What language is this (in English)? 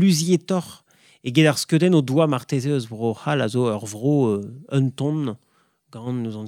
Breton